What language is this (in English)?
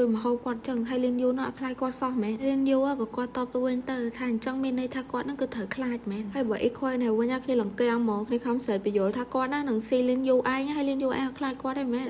Khmer